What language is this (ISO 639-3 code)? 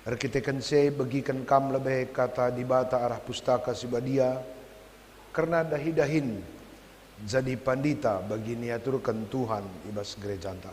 btx